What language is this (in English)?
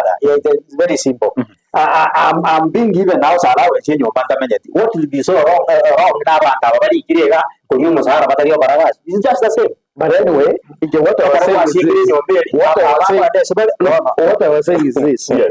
Gusii